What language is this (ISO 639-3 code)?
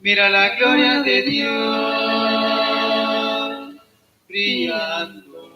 kek